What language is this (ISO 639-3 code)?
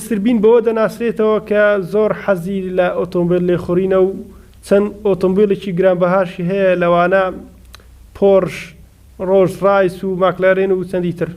ckb